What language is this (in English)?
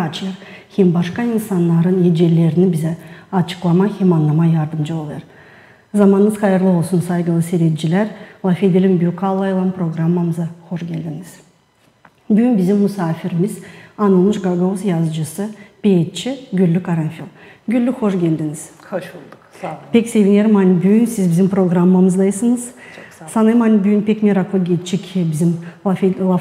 Gagauz